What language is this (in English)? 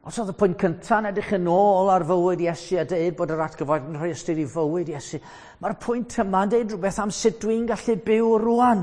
Welsh